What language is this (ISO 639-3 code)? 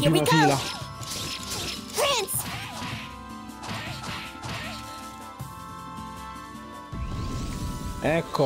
ita